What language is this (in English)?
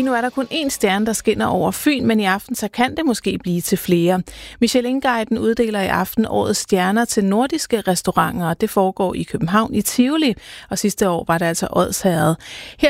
Danish